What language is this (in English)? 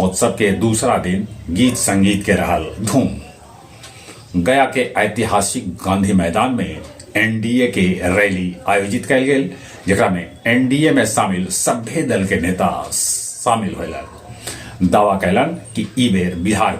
Magahi